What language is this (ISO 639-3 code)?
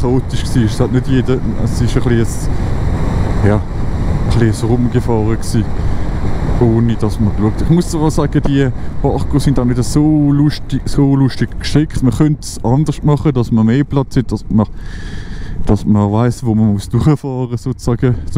gsw